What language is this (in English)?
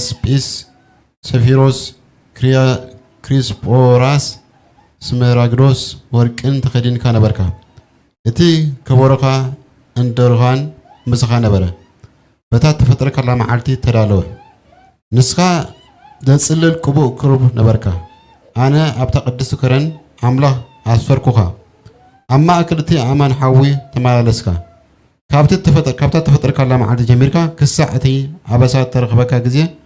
Tigrinya